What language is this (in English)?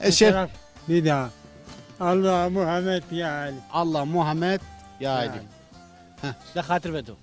Zaza